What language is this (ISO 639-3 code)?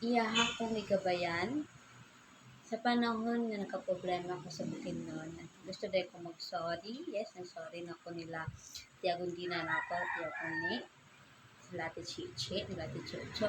ceb